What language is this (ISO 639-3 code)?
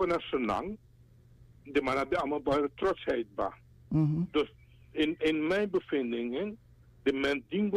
srn